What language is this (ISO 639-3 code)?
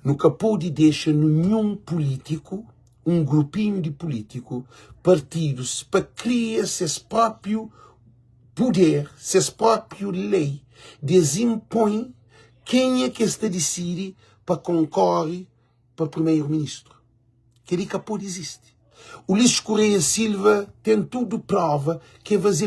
kea